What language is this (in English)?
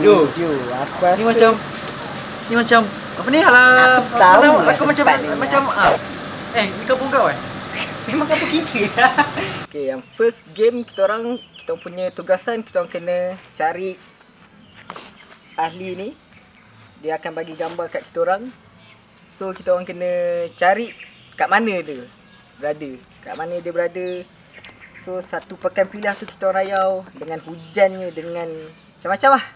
Malay